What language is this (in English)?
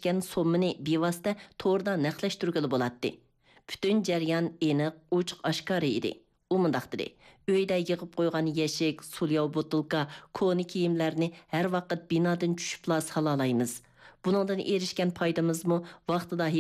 Uyghur